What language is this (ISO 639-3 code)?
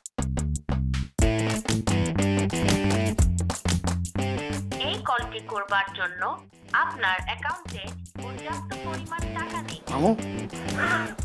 ben